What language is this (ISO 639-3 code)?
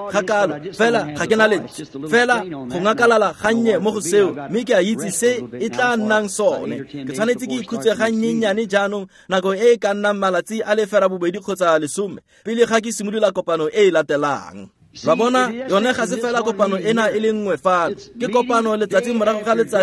tsn